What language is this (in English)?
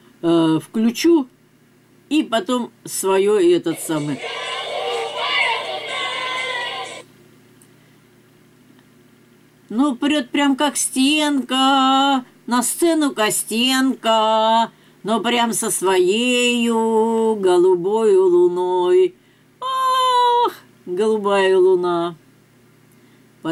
Russian